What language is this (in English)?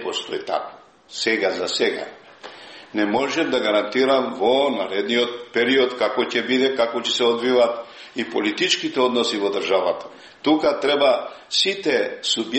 Macedonian